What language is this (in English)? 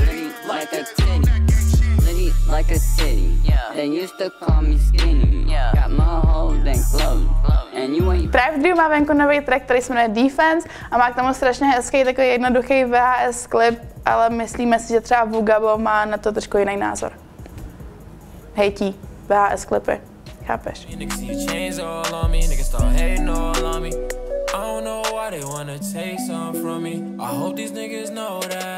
Czech